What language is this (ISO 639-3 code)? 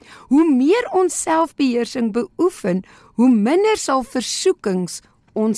afr